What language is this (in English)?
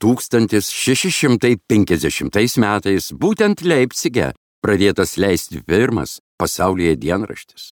Lithuanian